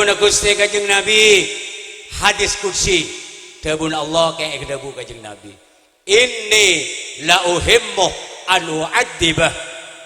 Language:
Madurese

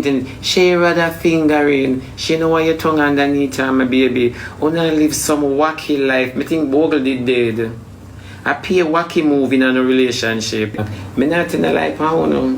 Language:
Jamaican Creole English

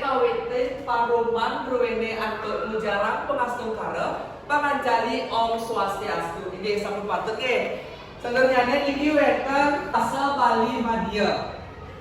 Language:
Balinese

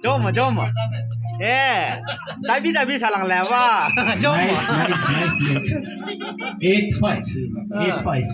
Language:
Naga Pidgin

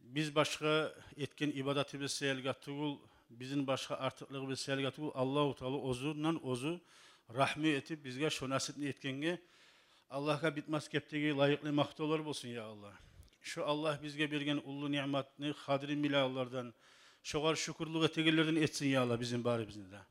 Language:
Kumyk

